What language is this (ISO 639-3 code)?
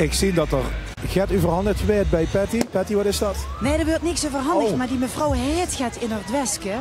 lim